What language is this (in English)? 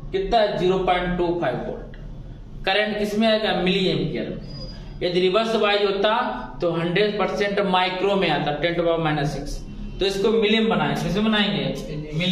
Hindi